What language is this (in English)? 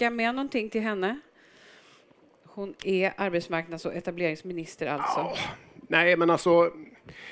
Swedish